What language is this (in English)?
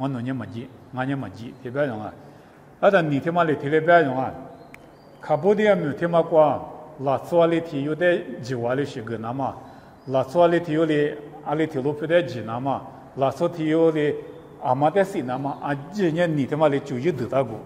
Lisu